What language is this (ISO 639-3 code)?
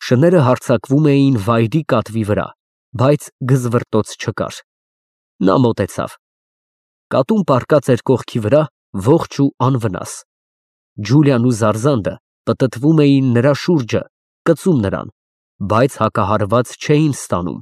hye